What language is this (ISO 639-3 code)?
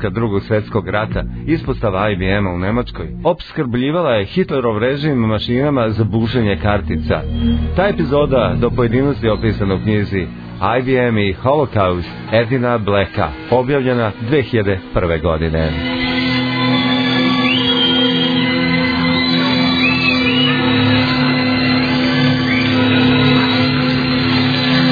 srp